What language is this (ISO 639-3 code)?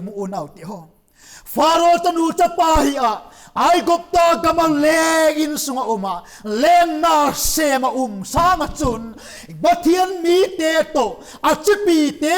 vap